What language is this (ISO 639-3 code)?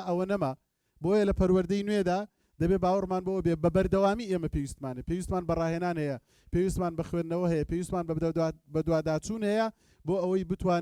ckb